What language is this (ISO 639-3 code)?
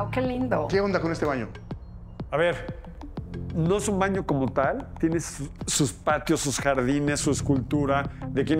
spa